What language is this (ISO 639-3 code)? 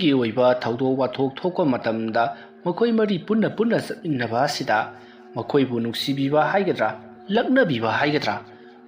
mni